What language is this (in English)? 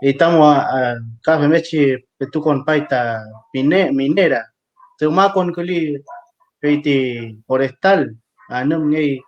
Mapuche